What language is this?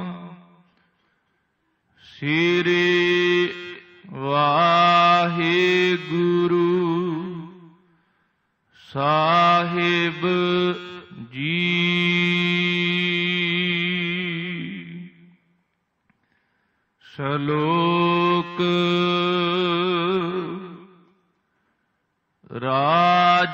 Punjabi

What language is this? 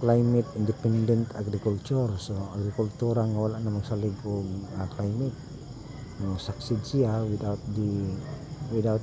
Cebuano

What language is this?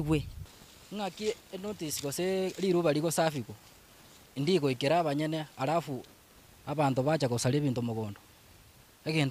Gusii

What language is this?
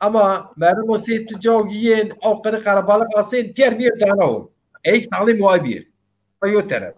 Zaza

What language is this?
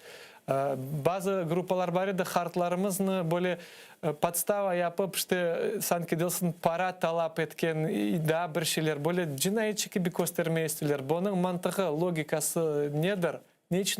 Crimean Tatar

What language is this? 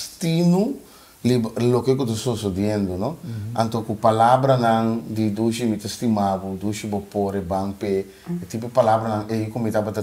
Papiamento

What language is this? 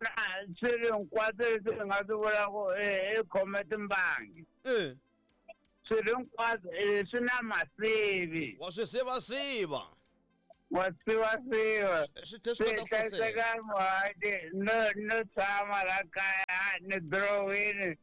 Tsonga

